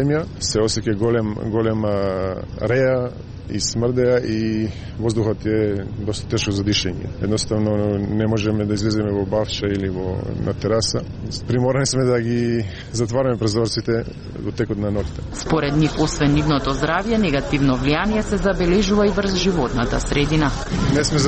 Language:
Macedonian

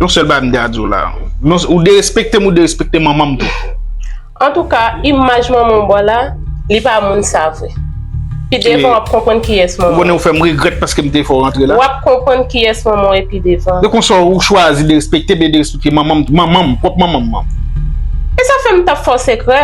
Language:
Haitian Creole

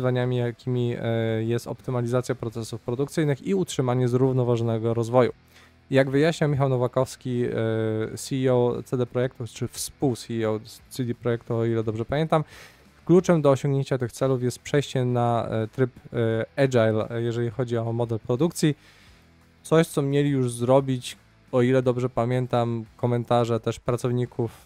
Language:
Polish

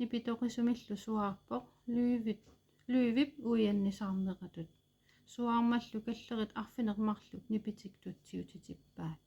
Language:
Kalaallisut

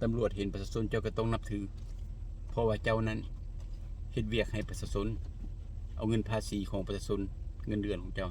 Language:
Lao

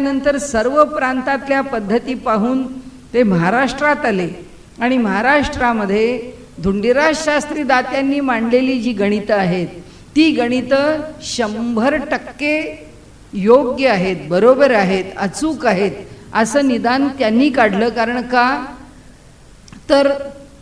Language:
Marathi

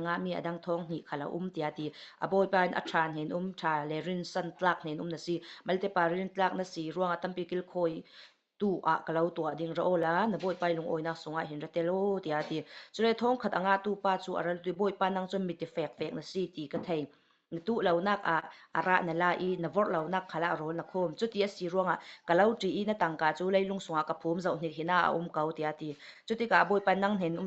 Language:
Falam Chin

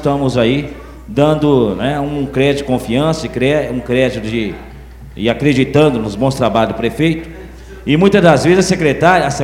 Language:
Portuguese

